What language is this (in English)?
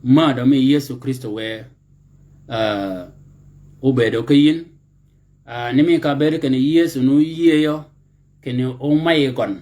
Shilluk